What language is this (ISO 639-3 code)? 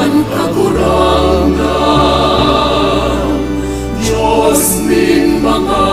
bik